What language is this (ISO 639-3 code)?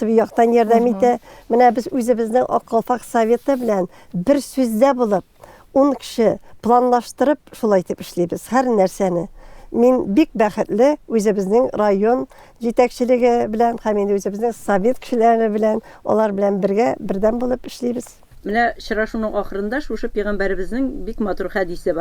tat